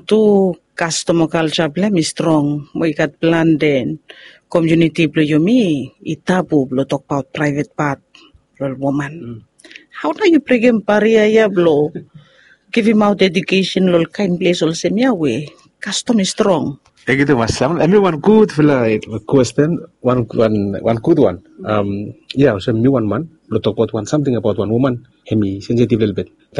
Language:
Bislama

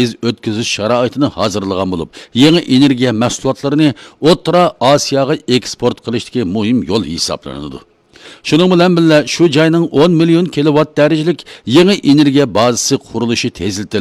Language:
Uyghur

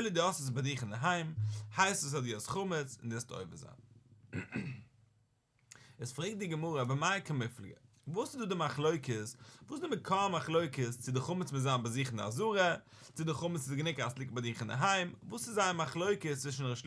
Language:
Yiddish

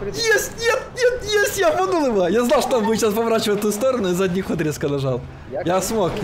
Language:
Russian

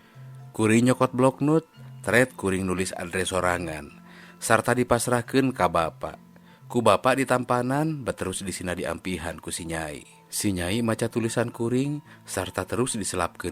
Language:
Sundanese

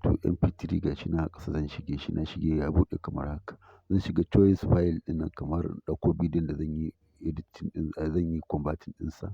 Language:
Hausa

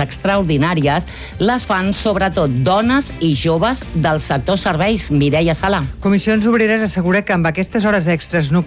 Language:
Catalan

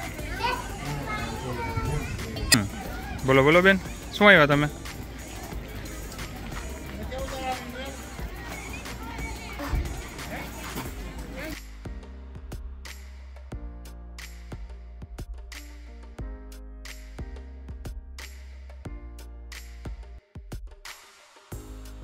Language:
Gujarati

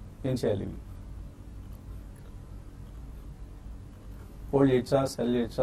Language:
Telugu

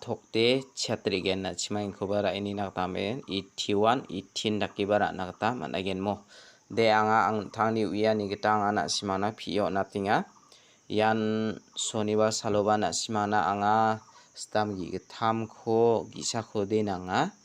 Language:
Garo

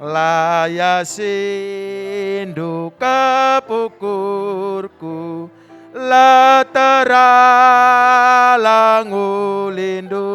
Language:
Batak Karo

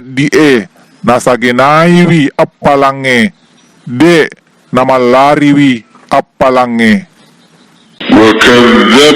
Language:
Buginese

